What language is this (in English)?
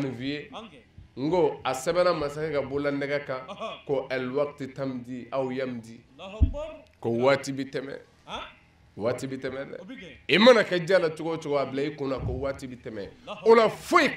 Bambara